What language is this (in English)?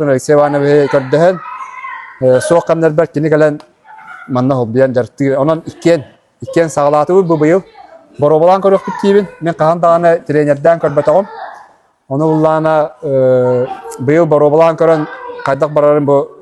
Yakut